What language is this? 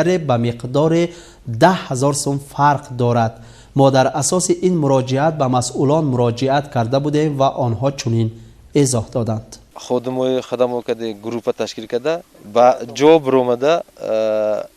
Tajik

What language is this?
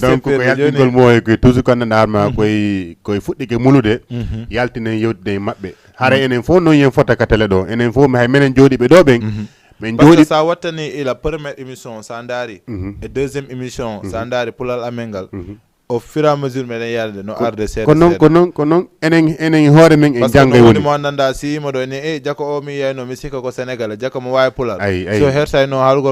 Fula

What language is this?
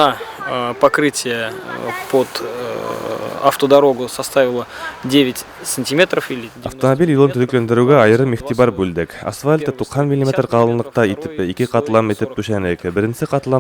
Bashkir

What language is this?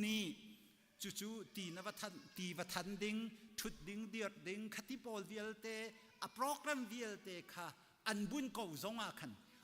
Hakha Chin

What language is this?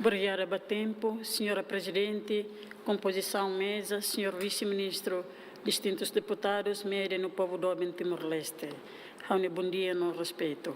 Tetum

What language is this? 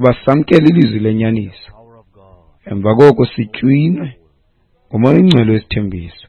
Xhosa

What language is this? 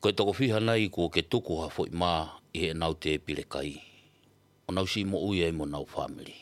Tongan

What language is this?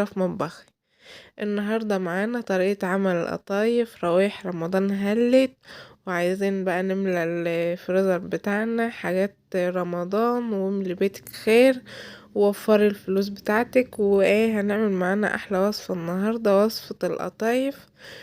Egyptian Arabic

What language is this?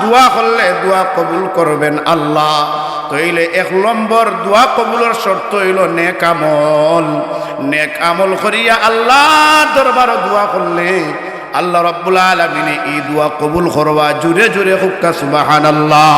Sylheti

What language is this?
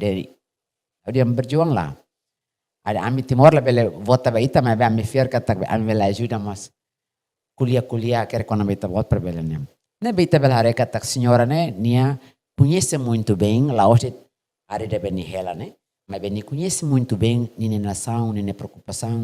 Tetum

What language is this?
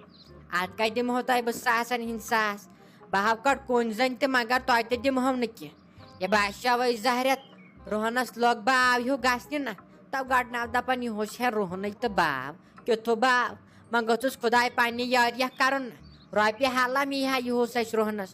Kashmiri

